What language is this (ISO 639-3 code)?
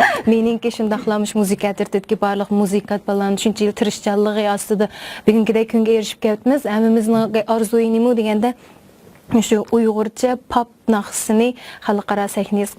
uig